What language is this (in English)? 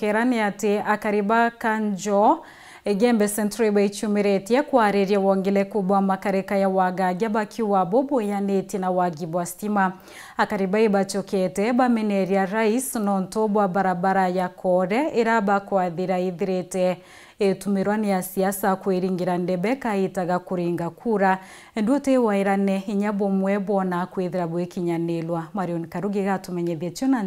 Meru